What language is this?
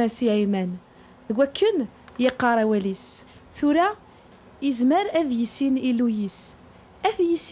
Kabyle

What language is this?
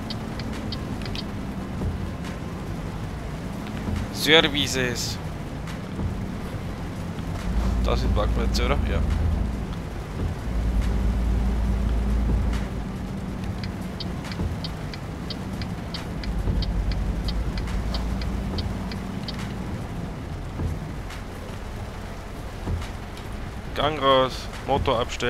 German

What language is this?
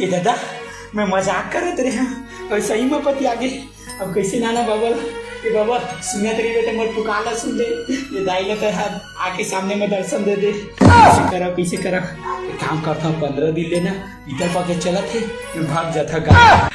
Chhattisgarhi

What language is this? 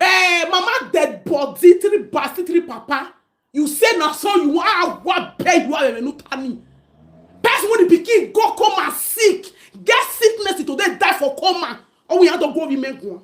Nigerian Pidgin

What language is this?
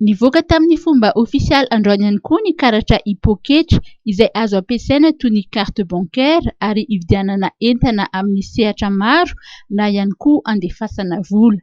Malagasy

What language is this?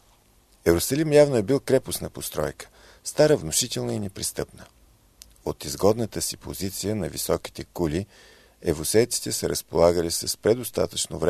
Bulgarian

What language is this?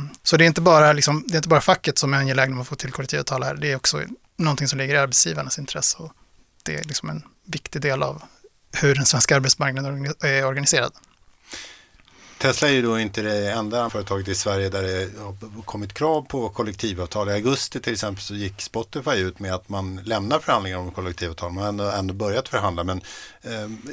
Swedish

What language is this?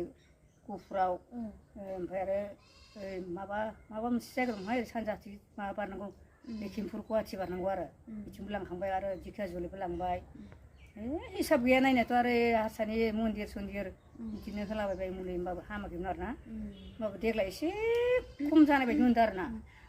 Bodo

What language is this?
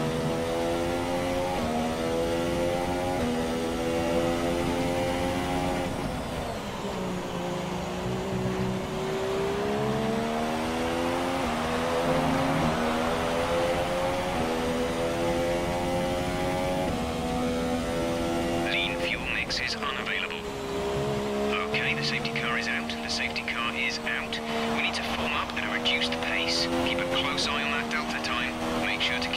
English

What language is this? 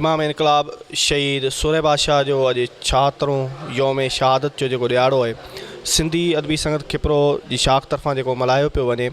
Sindhi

